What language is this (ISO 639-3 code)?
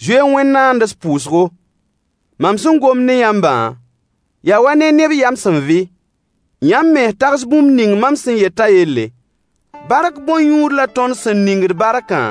mos